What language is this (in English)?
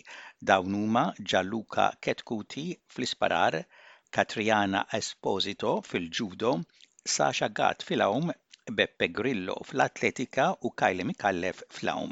Maltese